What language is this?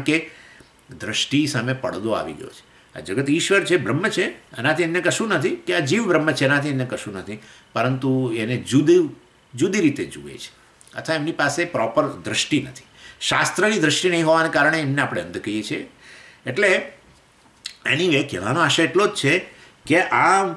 Gujarati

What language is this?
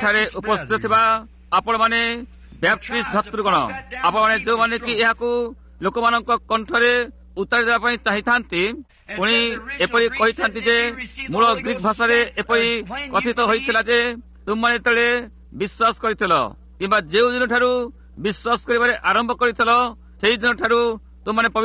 Odia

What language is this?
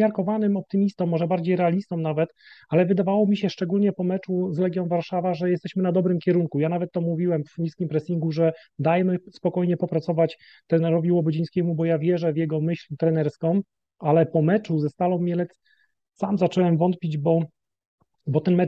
Polish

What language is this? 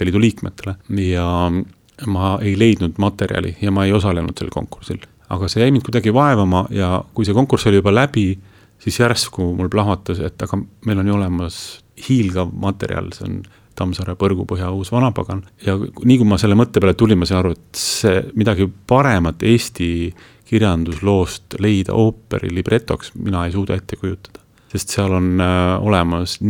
Estonian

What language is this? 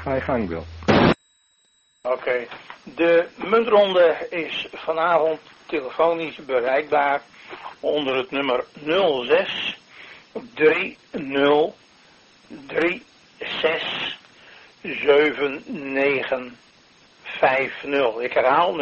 Dutch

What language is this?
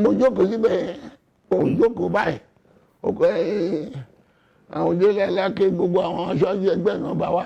Yoruba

